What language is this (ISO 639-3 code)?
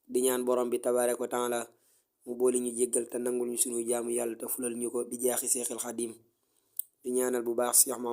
wol